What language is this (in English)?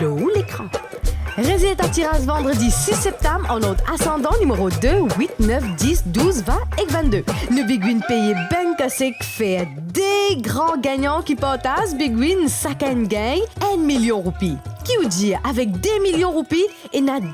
Morisyen